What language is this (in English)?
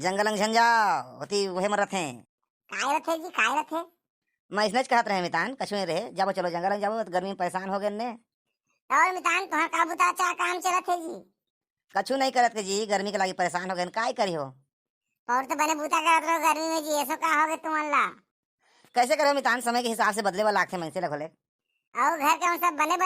Chhattisgarhi